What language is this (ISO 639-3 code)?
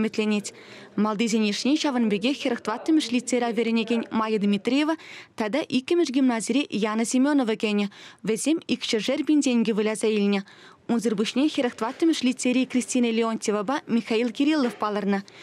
chv